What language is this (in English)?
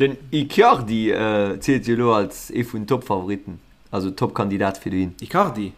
Luxembourgish